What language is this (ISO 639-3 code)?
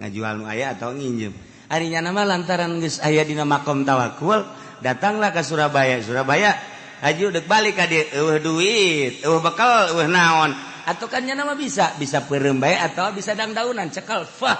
sun